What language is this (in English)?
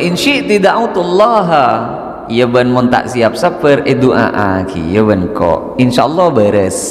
Madurese